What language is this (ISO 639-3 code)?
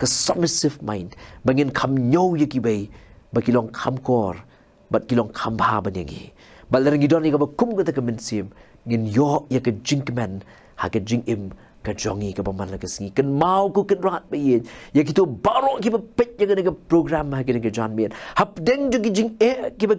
kha